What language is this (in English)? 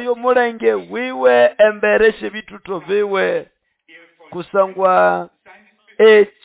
Nande